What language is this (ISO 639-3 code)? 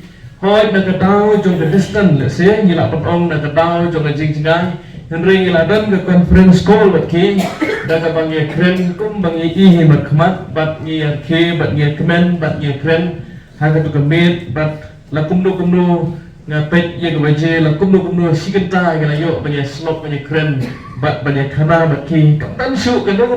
kha